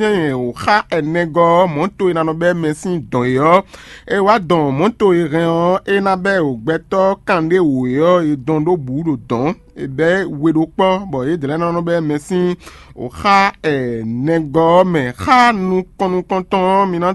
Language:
Fon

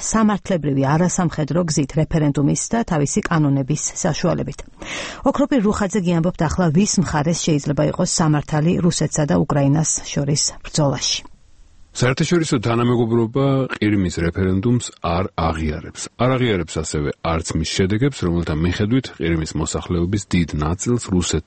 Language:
Georgian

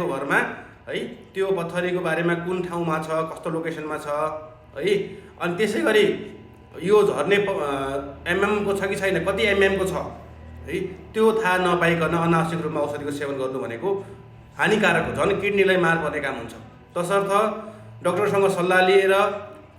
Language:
Nepali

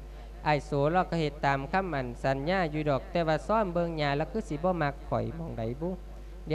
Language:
Lao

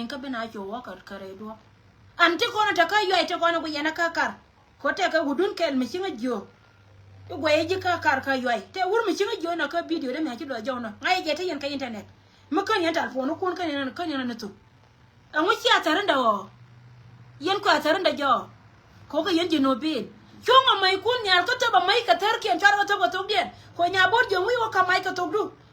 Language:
Nuer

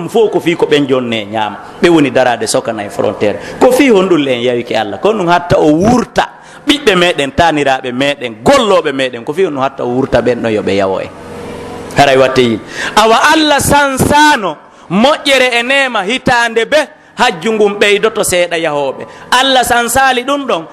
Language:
Pular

